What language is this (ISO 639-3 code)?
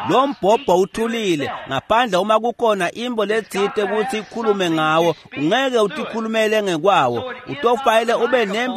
ssw